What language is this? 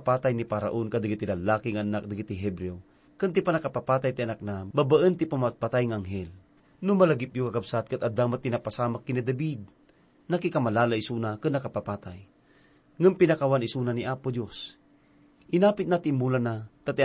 Iloko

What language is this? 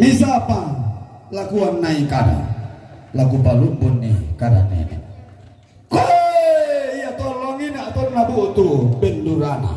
Toraja-Sa'dan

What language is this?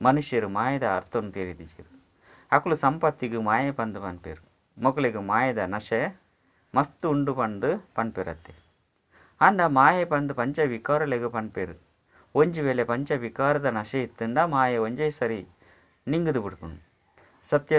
Tulu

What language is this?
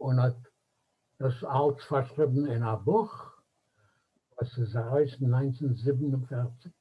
Yiddish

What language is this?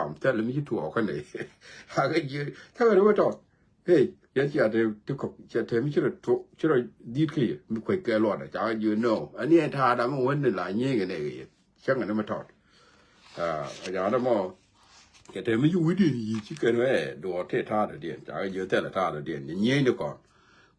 Nuer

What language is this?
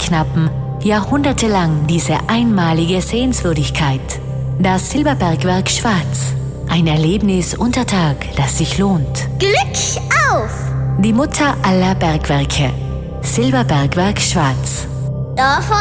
German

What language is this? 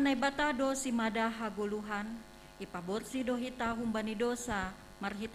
Batak Simalungun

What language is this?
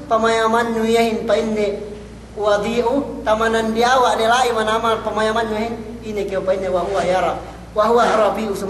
Yakan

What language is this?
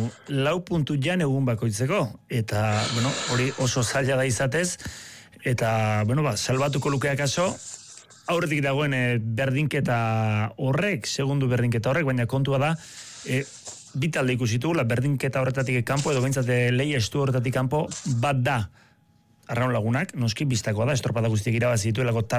Basque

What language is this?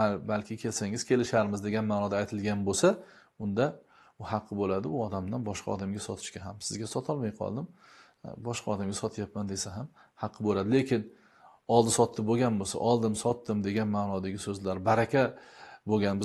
Uzbek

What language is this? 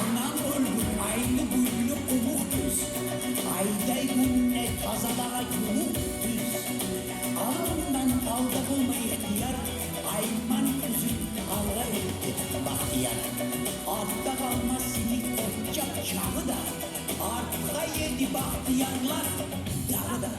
Kumyk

